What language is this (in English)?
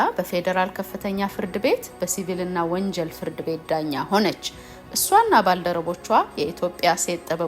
Amharic